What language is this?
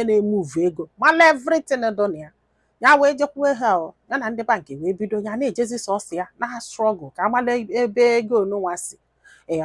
Igbo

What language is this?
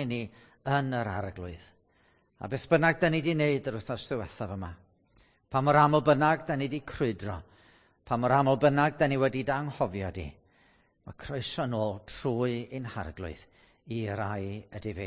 Welsh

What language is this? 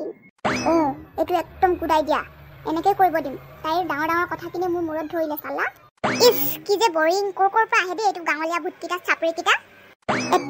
Assamese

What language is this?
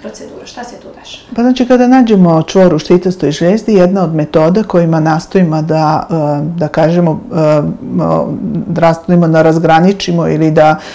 Serbian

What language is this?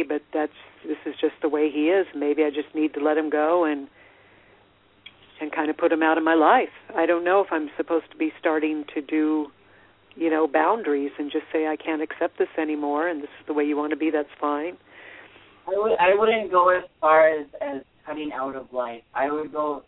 English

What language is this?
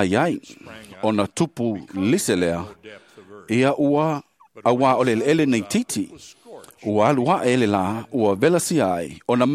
Samoan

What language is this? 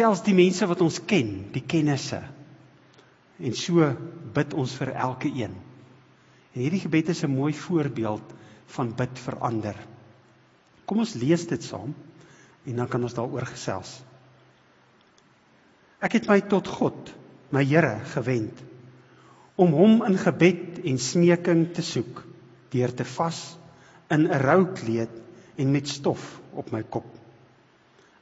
Afrikaans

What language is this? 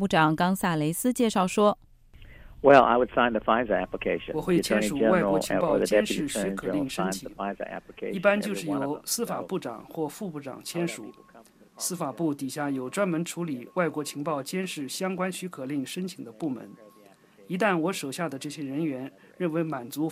Chinese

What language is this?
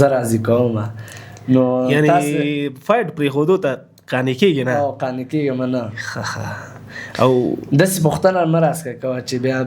Pashto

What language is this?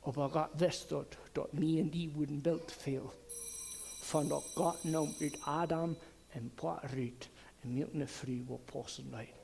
Plautdietsch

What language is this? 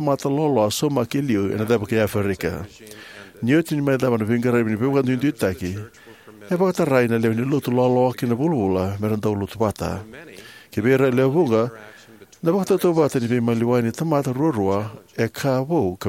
Fijian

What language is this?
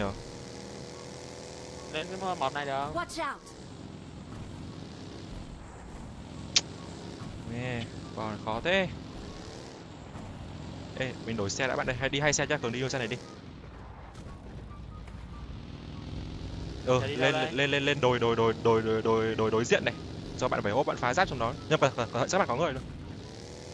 Vietnamese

